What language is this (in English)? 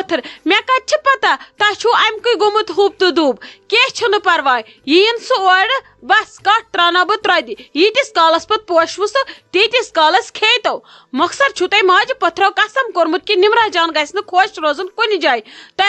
Kashmiri